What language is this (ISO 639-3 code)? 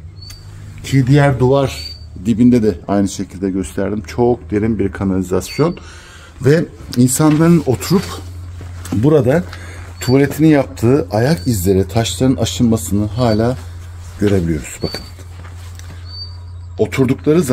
tur